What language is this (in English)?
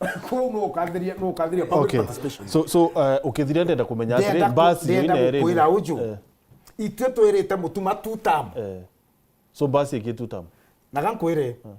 Meru